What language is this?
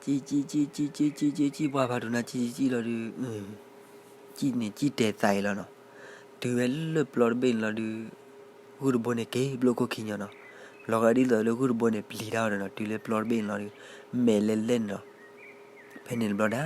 S'gaw Karen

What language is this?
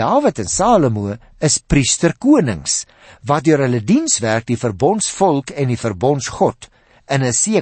Afrikaans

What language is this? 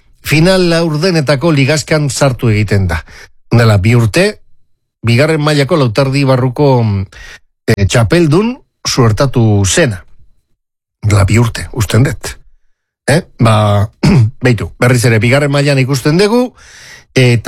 Basque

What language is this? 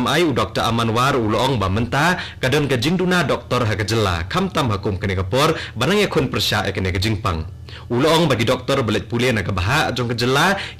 Khasi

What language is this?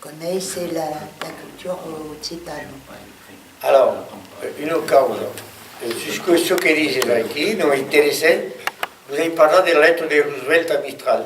Occitan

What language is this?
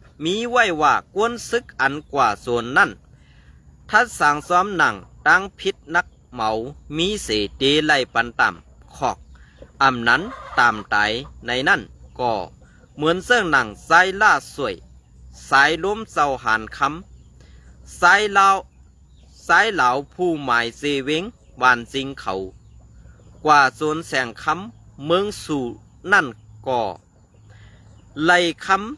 Shan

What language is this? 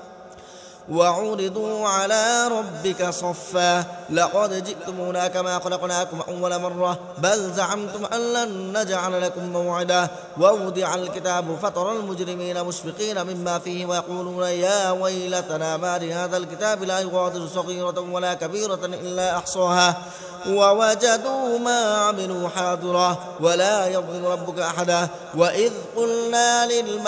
Arabic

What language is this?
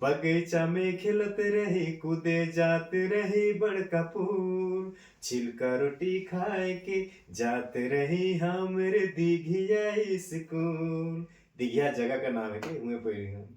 Sadri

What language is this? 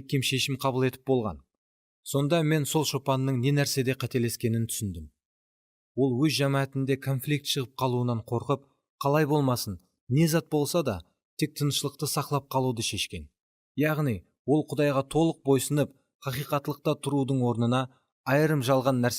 Kara-Kalpak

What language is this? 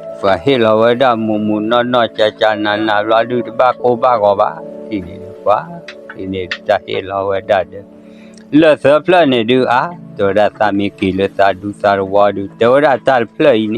S'gaw Karen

